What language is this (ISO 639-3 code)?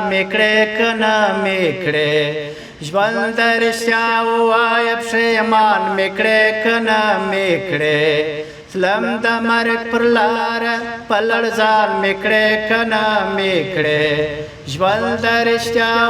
pus